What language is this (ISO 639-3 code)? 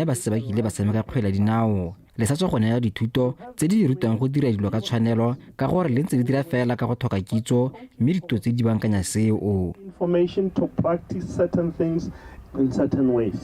tsn